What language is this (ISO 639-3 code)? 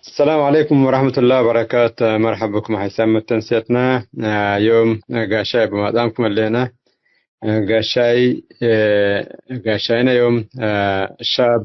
tig